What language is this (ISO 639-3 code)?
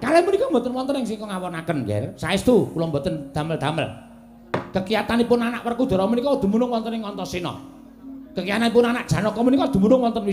jav